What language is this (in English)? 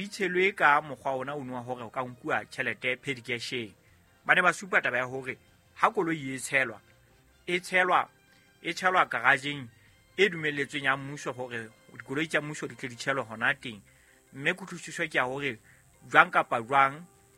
Southern Sotho